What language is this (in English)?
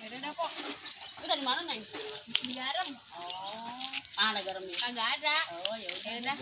Betawi